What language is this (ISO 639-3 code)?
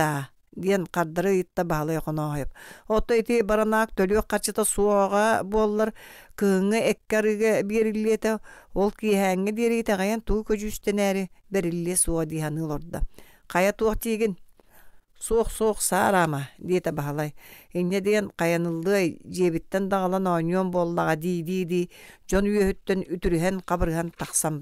sah